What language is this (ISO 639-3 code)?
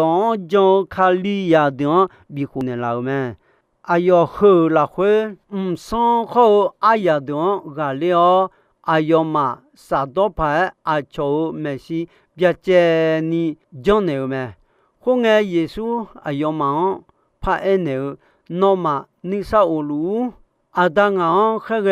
ahk